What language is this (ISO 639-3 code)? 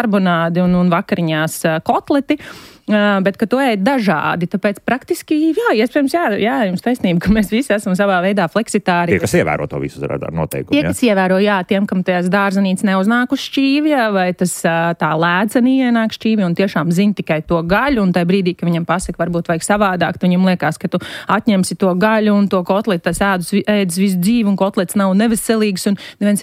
lav